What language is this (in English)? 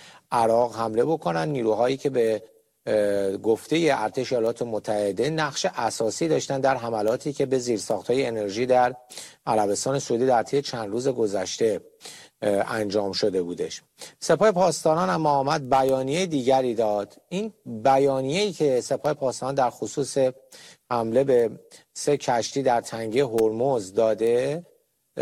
Persian